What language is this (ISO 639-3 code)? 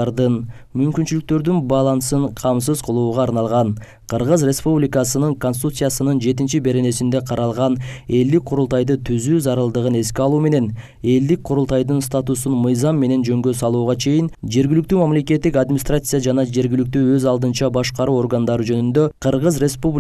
kir